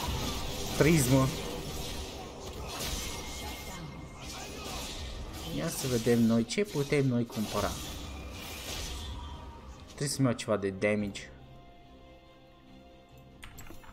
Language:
Romanian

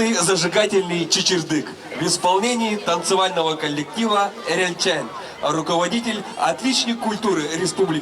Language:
Yakut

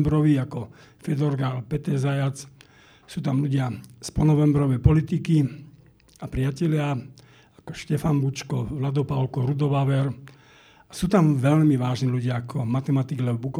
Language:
Slovak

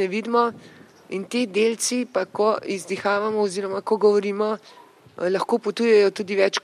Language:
Slovenian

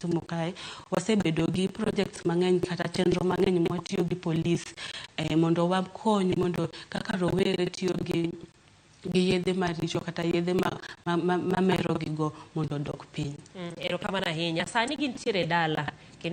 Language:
Luo (Kenya and Tanzania)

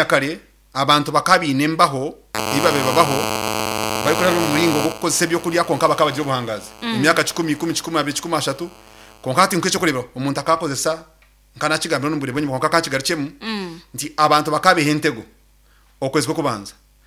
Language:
Nyankole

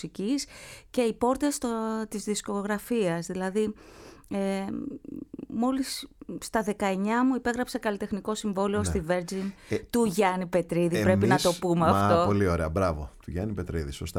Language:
Greek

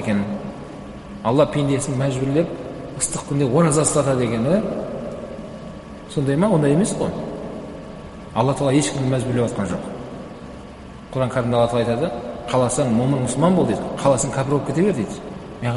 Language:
Kazakh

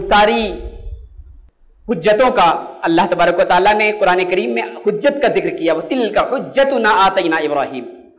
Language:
Urdu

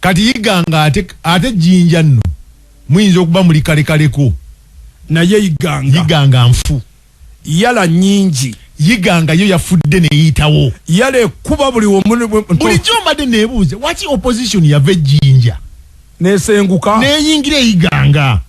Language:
Ganda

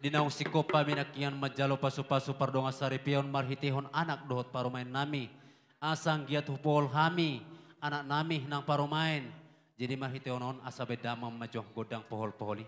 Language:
Batak Toba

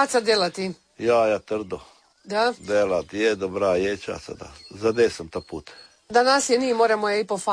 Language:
Croatian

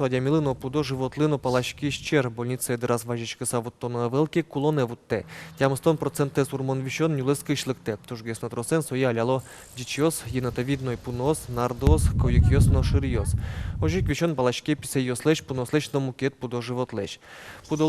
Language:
Udmurt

